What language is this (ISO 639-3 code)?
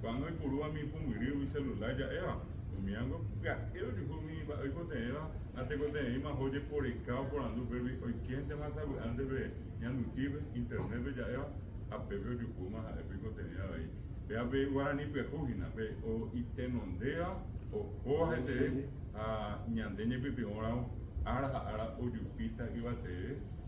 grn